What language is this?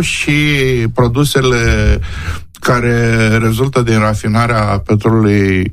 Romanian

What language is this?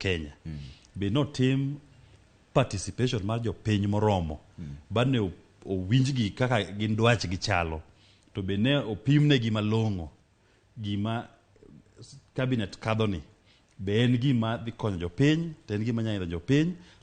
Luo (Kenya and Tanzania)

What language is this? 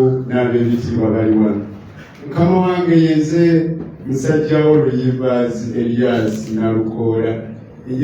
Ganda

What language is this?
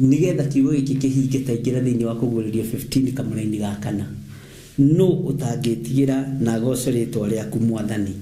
Kikuyu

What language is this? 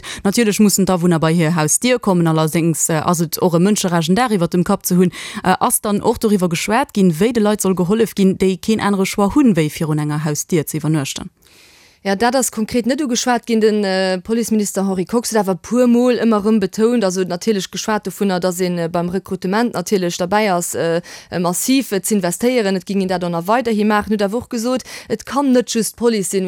Luxembourgish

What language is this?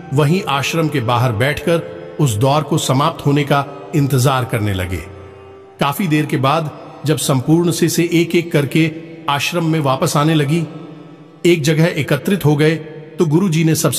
Hindi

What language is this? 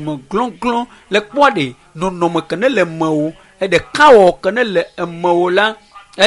Ewe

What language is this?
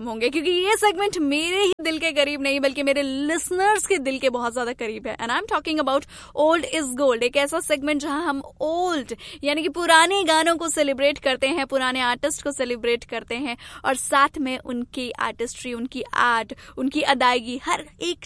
Hindi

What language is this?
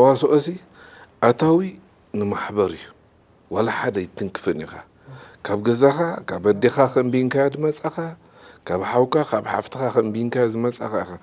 Tigrinya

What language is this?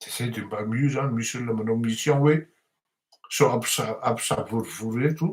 Malagasy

